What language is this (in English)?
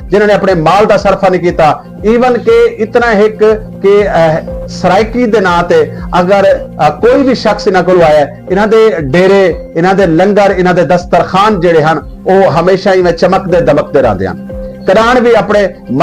Saraiki